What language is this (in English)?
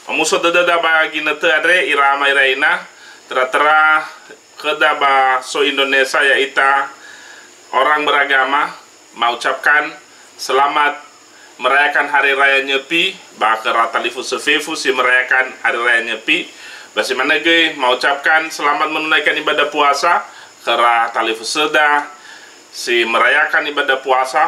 Nias